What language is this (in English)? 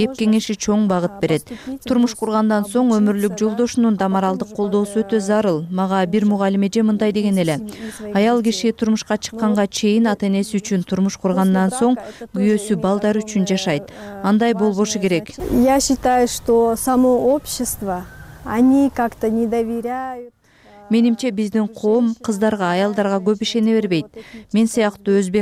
Kyrgyz